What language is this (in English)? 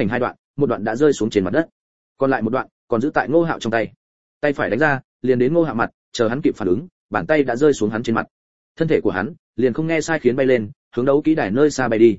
Vietnamese